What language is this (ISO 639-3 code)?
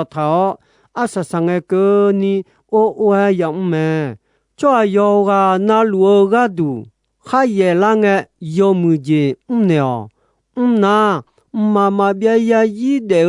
ahk